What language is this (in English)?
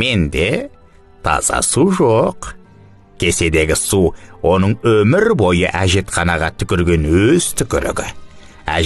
Kazakh